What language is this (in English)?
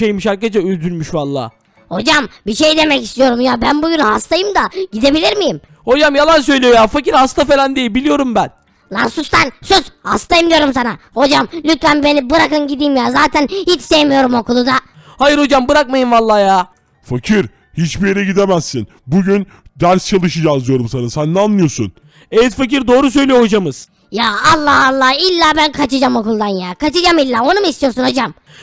Turkish